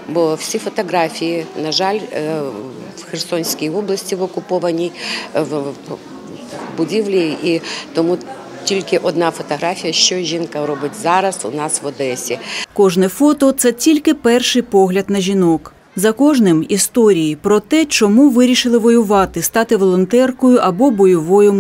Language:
Ukrainian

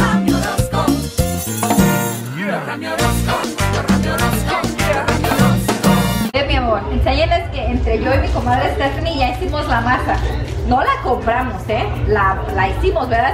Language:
Spanish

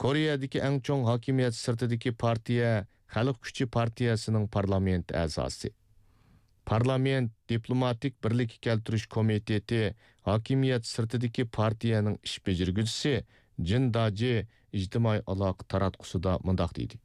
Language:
Uyghur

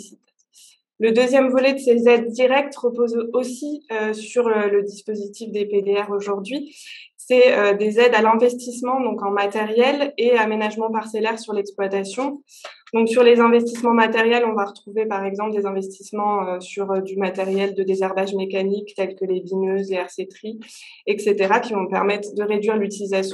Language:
French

